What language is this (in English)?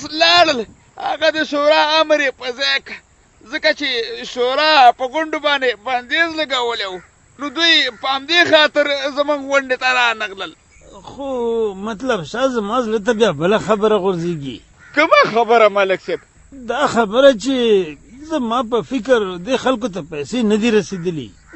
Pashto